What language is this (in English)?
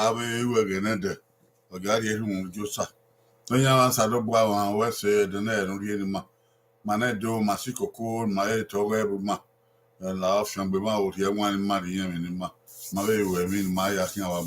Bini